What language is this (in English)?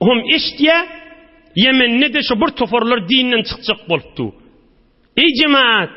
Turkmen